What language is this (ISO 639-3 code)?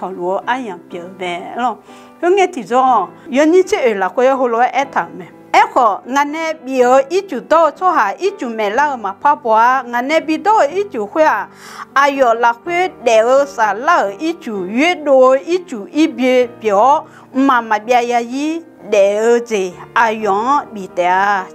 ahk